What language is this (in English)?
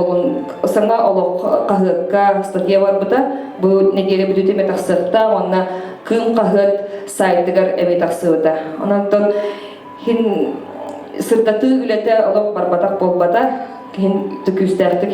Yakut